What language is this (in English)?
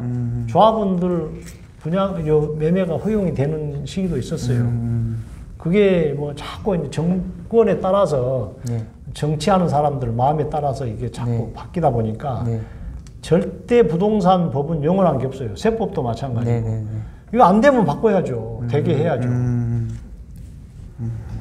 Korean